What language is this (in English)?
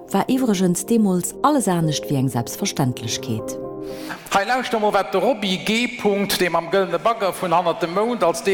Luxembourgish